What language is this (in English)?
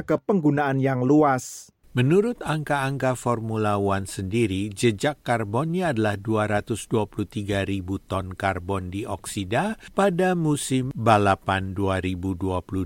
Indonesian